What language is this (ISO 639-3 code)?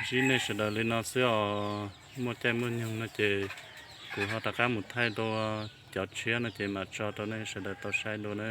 hmn